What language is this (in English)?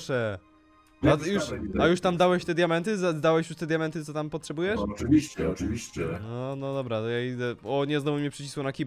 Polish